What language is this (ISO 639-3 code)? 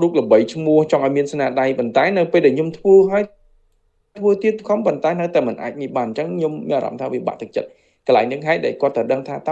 khm